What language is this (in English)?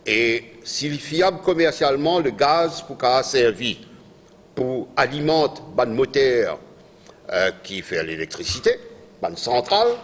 Morisyen